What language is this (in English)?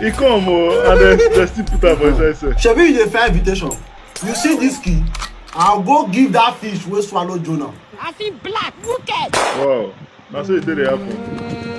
Nigerian Pidgin